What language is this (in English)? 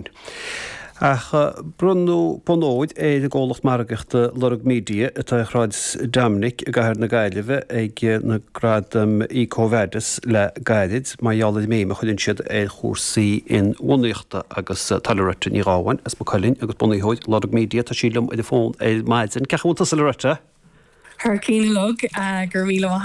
Irish